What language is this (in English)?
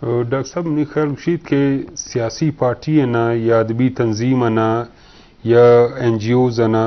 Eastern Balochi